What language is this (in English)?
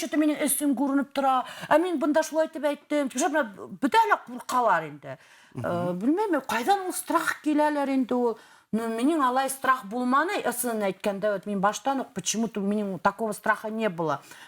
Bashkir